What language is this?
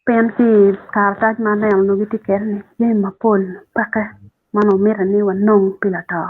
Acoli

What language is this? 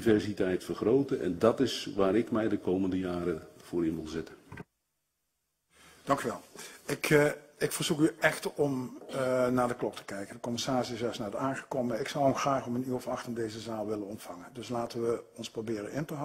Dutch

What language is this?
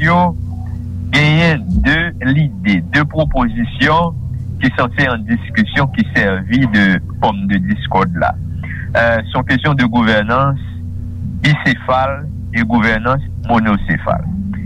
Haitian Creole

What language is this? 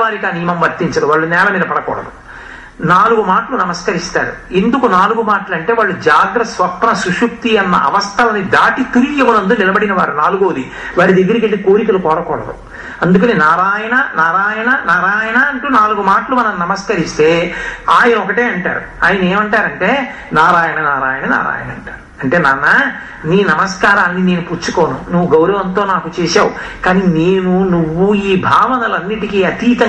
Telugu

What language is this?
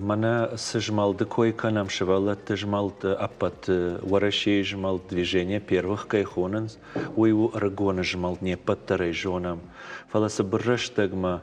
Ossetic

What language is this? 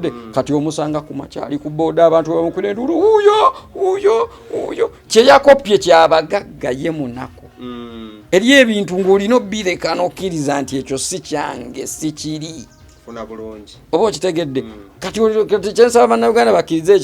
Ganda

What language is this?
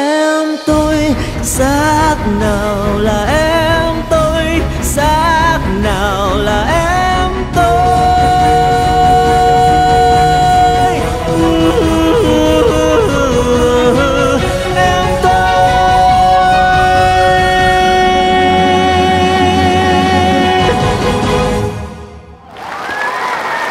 Vietnamese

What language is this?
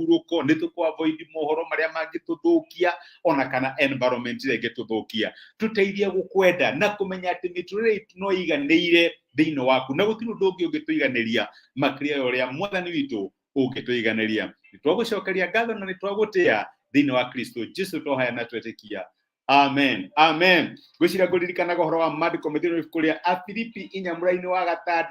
Kikuyu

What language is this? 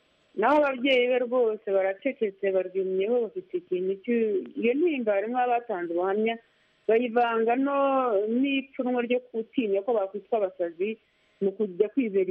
Kinyarwanda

